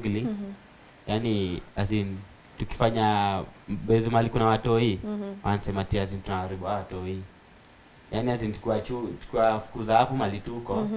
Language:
Swahili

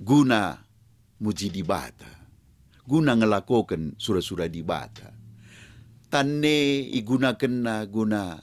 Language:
Batak Karo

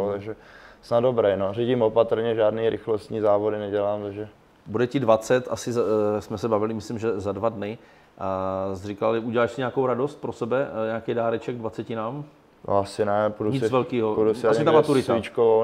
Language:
Czech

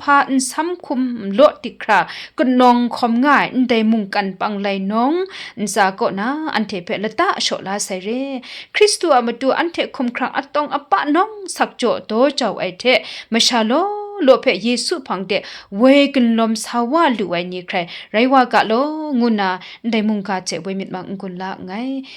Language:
Kachin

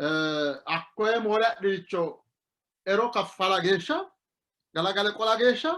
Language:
Sidamo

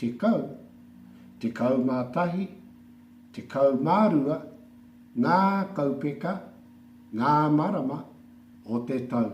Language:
Māori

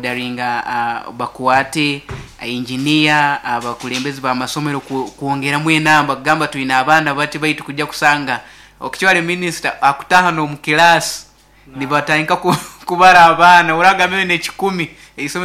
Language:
Nyankole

